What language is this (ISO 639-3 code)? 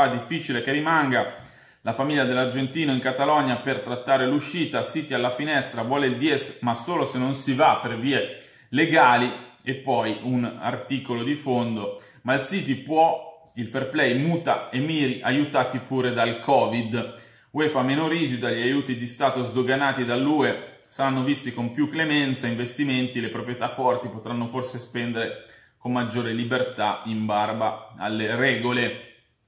ita